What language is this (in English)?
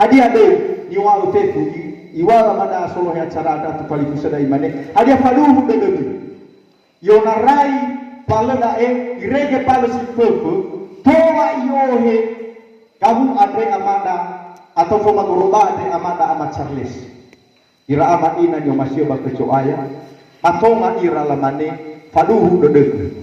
Nias